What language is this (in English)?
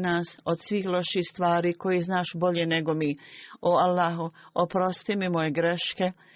Bosnian